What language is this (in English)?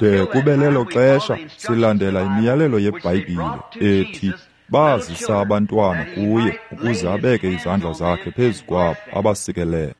Xhosa